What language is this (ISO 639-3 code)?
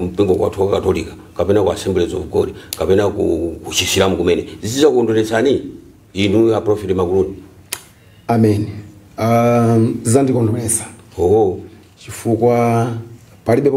nya